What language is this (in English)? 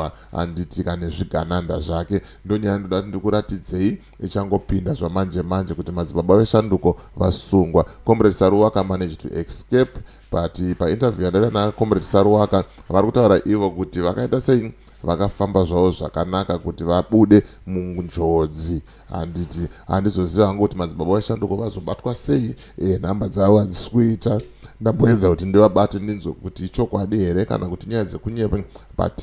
Shona